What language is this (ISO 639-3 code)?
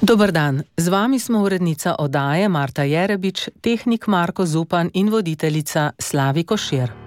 slv